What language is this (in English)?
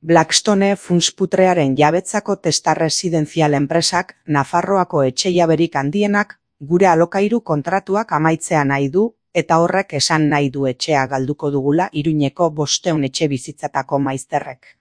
Basque